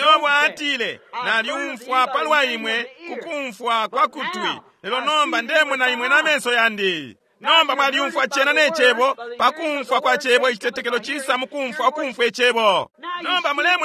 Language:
Bemba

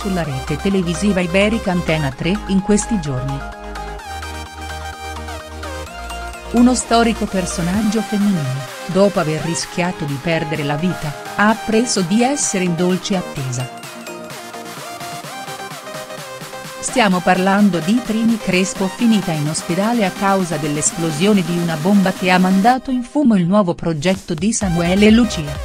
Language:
Italian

